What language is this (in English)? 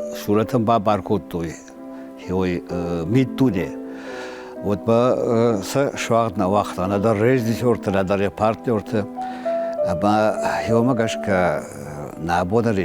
Ossetic